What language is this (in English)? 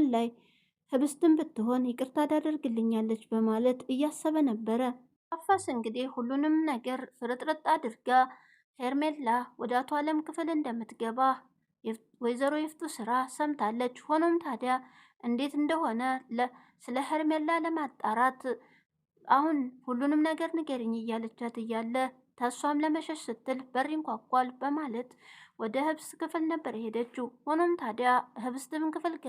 Amharic